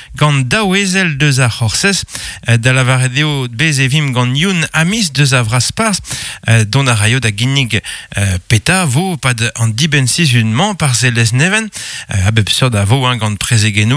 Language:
Breton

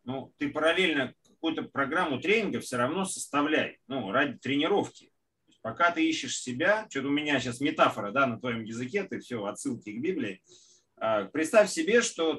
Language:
Russian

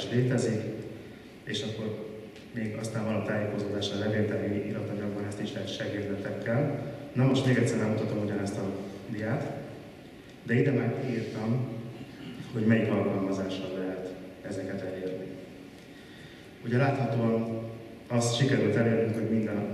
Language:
Hungarian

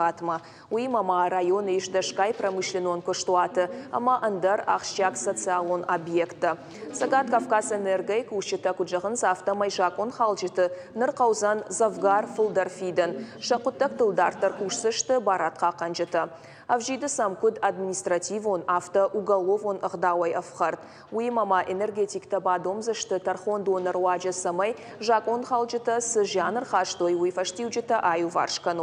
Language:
Ossetic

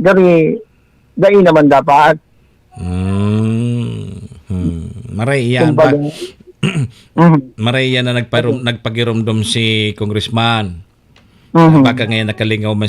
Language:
Bikol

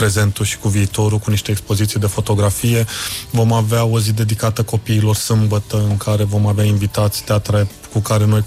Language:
Romanian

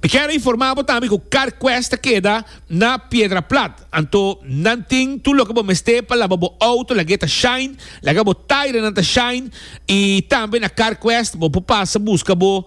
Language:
Papiamento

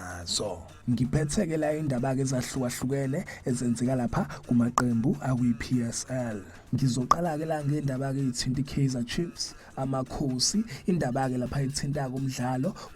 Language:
Zulu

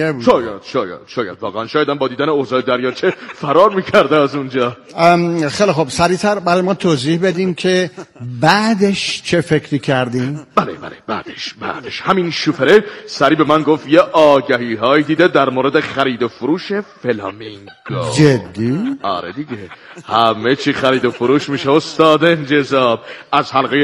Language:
Persian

